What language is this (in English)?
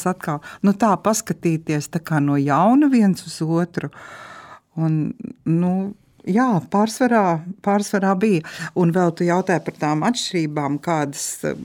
Latvian